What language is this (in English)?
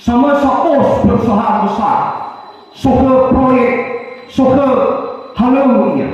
Nias